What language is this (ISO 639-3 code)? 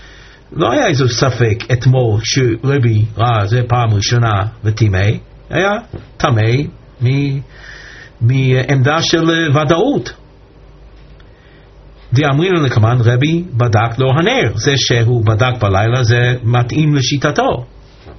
heb